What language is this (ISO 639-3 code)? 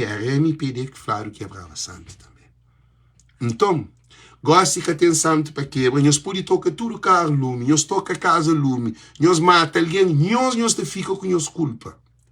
kea